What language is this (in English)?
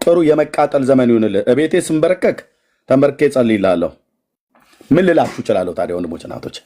Amharic